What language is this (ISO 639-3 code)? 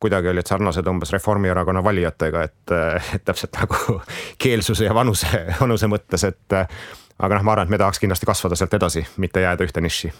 est